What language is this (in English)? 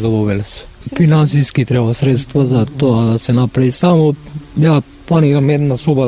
Macedonian